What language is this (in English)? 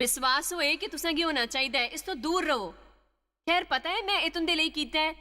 Dogri